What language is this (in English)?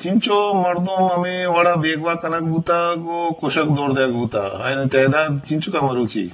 Eastern Balochi